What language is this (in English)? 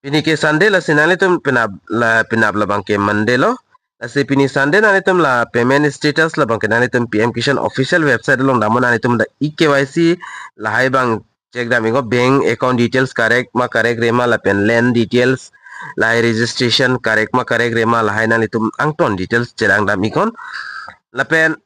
Karbi